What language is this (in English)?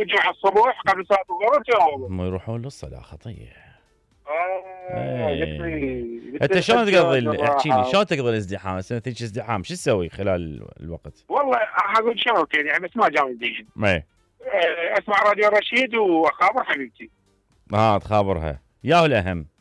Mesopotamian Arabic